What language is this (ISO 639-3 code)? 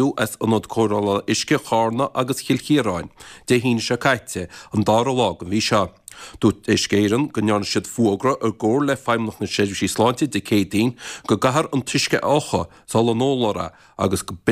gle